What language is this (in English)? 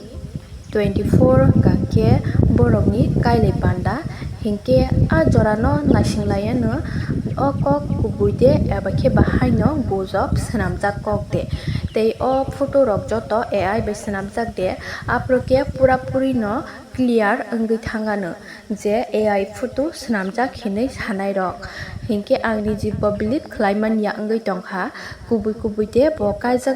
Kok Borok